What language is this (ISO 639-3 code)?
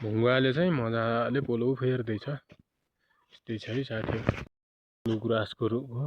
nep